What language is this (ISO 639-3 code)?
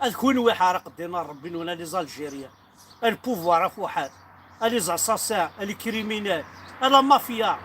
kab